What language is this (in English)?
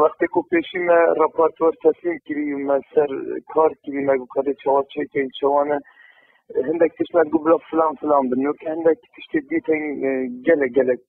Kurdish